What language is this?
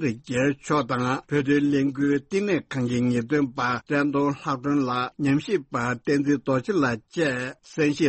Tibetan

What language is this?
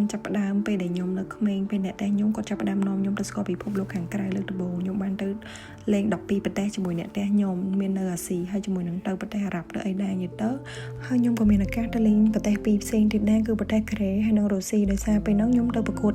Khmer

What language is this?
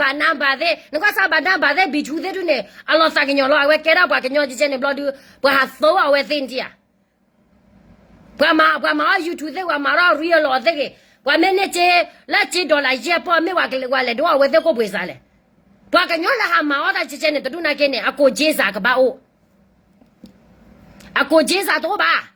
S'gaw Karen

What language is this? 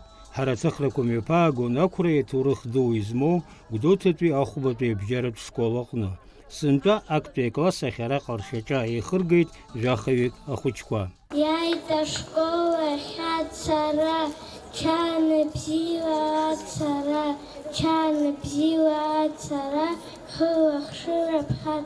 Abkhazian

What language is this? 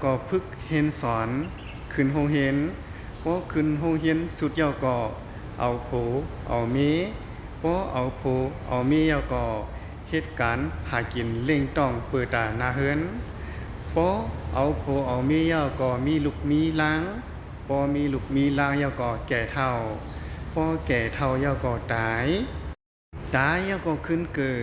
Shan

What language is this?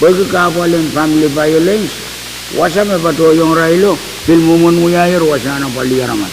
Pohnpeian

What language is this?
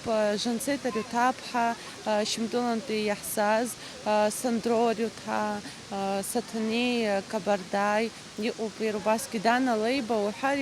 Abkhazian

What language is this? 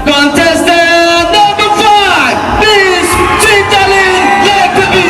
Karbi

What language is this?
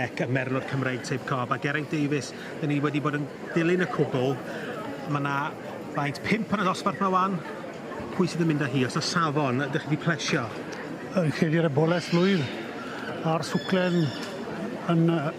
Welsh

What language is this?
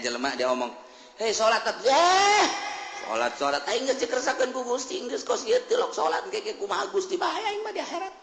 Sundanese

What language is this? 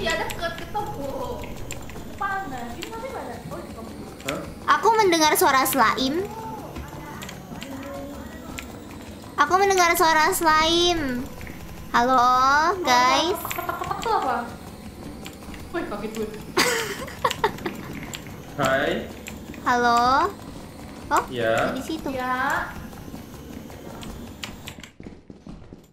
Indonesian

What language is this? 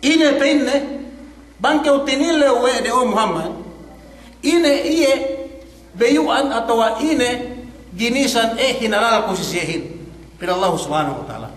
Yakan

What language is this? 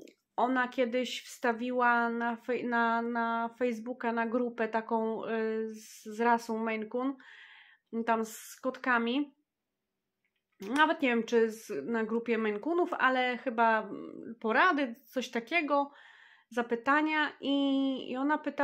Polish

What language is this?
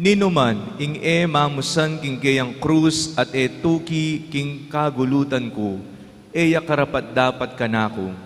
Pampanga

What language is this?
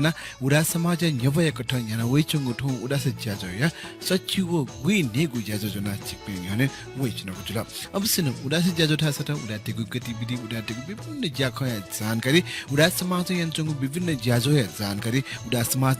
Newari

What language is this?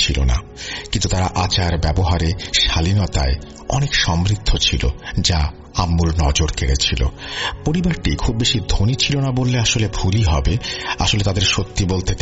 Bangla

